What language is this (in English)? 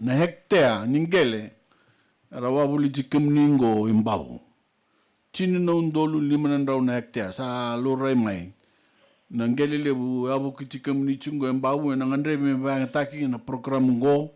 Fijian